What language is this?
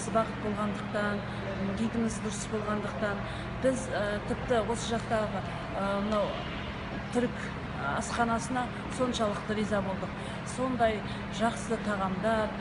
Kazakh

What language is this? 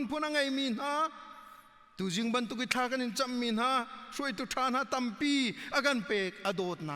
Hakha Chin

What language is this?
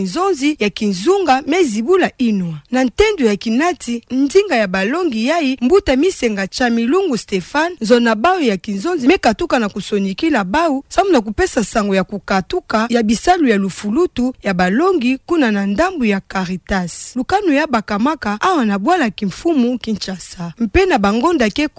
Kituba (Democratic Republic of Congo)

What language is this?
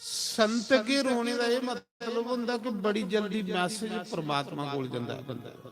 Dogri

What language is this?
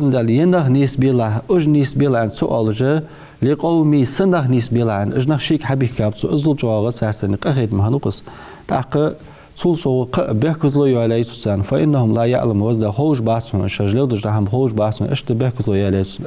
Ingush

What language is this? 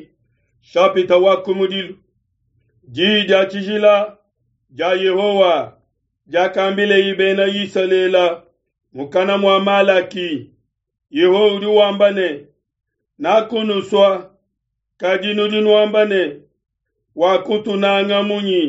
Luba-Lulua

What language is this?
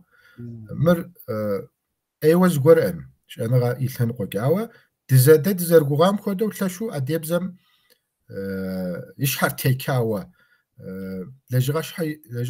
Kabardian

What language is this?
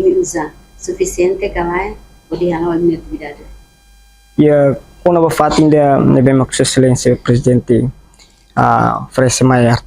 Tetum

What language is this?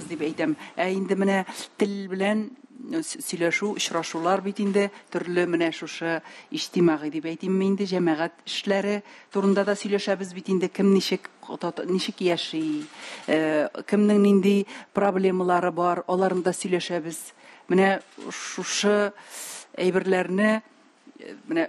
Tatar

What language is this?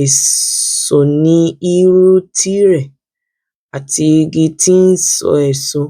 Yoruba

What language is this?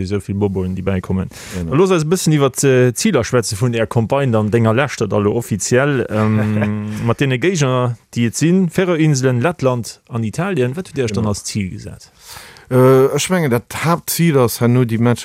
Luxembourgish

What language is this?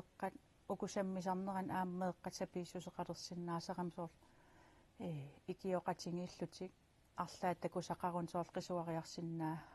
Kalaallisut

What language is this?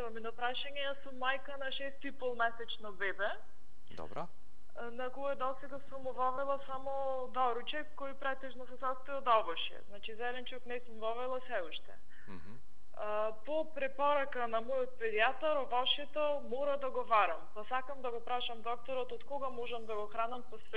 Macedonian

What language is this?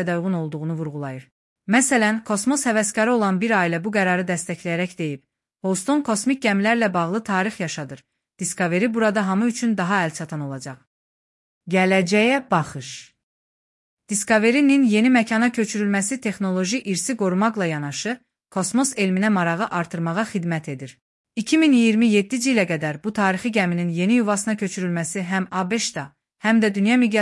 Azerbaijani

